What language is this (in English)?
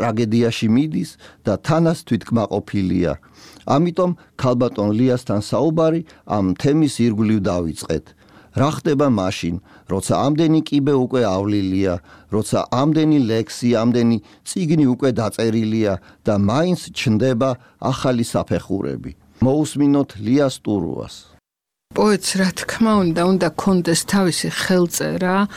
Georgian